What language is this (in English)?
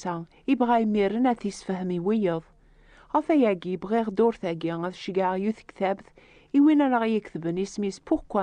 Kabyle